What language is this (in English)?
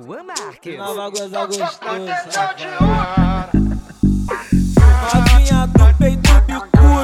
Portuguese